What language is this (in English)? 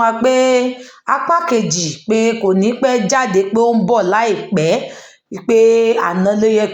Yoruba